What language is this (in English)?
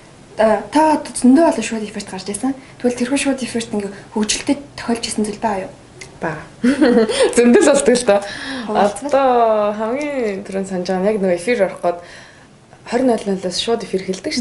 Mongolian